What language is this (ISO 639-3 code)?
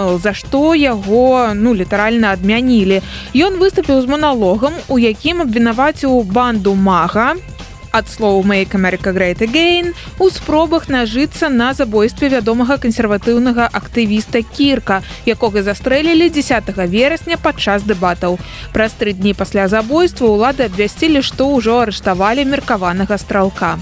bel